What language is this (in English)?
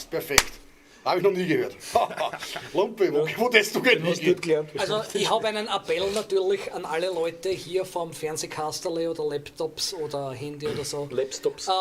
Bavarian